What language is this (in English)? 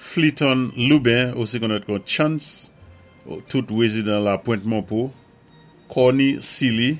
Saint Lucian Creole French